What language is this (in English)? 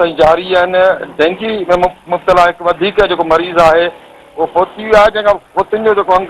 Sindhi